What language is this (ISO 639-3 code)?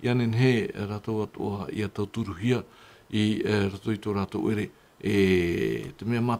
tah